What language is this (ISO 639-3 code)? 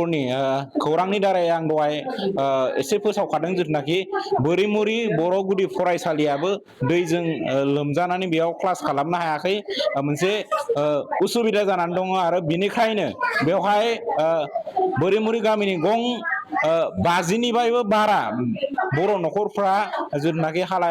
brx